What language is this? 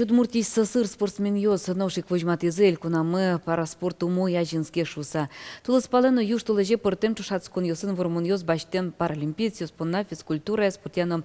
Udmurt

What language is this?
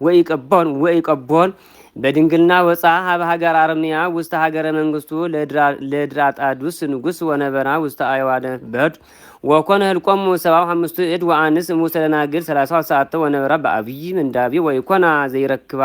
Geez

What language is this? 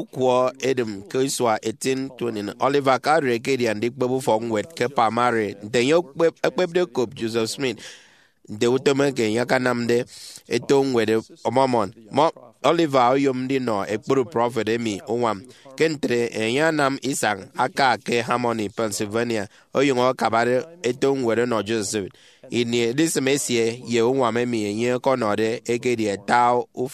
Efik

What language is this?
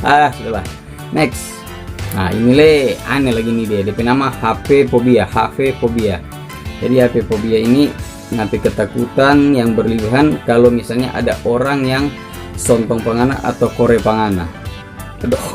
Manado Malay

